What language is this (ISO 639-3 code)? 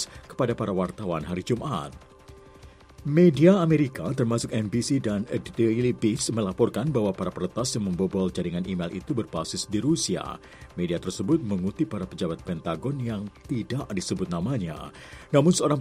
ind